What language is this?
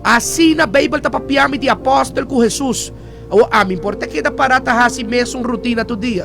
Papiamento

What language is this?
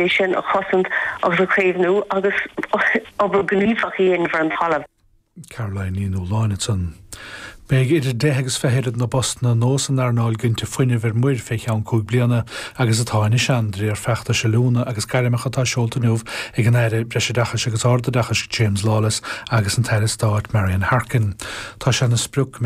Irish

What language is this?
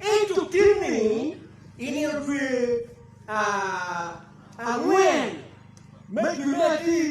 Acoli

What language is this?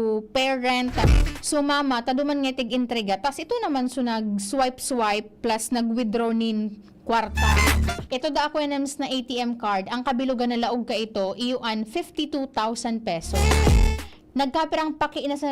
Bikol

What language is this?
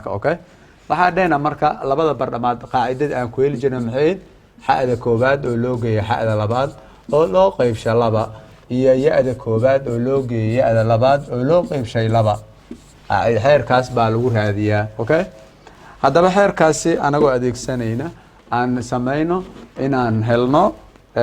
Somali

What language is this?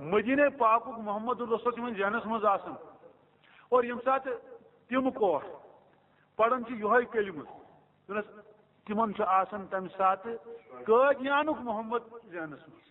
Kashmiri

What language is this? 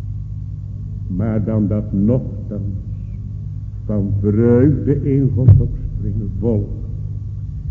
Dutch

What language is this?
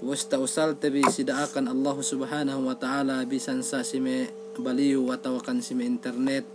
Yakan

